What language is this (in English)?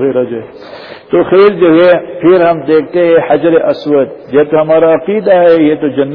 Urdu